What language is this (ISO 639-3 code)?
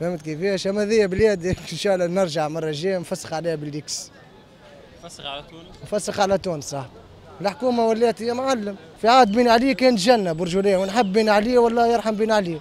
aeb